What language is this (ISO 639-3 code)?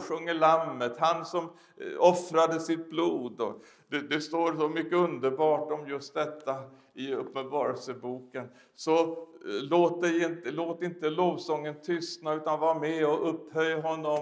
swe